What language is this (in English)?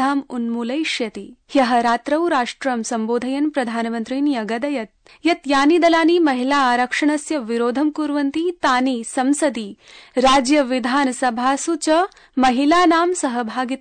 Sanskrit